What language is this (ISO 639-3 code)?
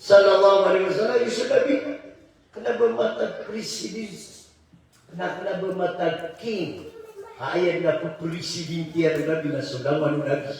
mrw